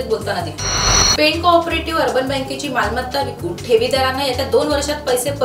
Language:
Marathi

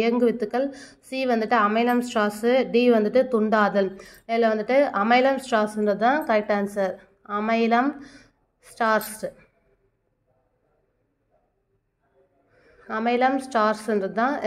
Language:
Tamil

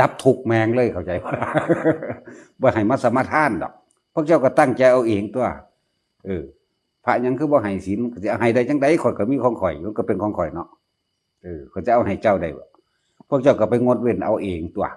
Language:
Northeastern Thai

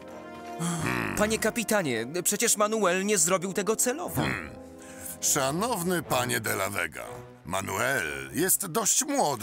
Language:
Polish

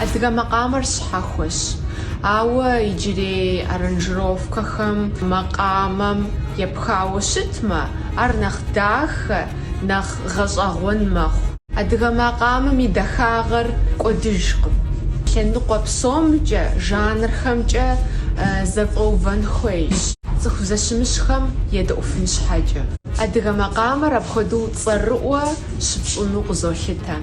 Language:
Kabardian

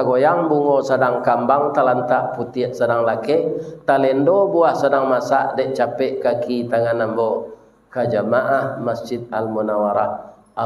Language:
Minangkabau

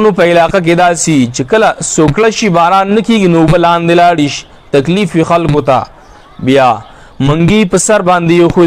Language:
Pashto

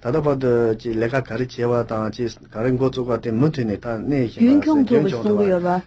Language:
Tibetan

